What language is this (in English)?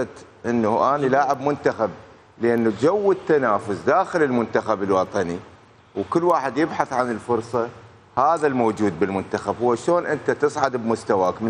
Mesopotamian Arabic